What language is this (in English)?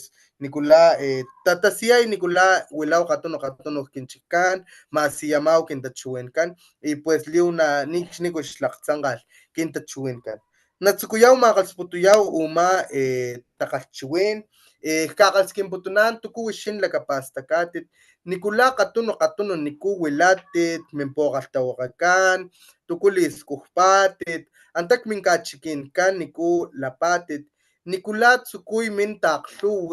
Papantla Totonac